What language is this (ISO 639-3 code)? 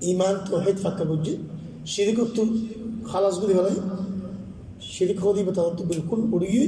rhg